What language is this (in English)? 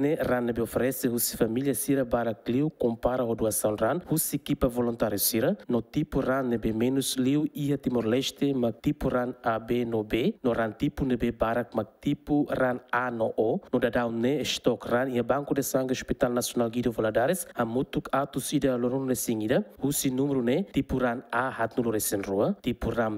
Tetum